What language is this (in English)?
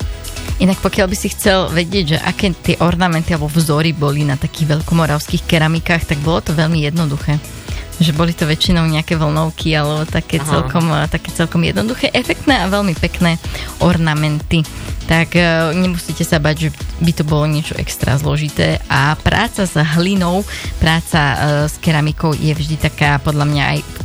Slovak